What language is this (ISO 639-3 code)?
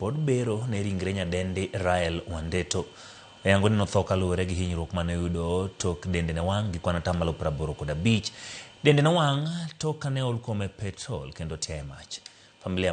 luo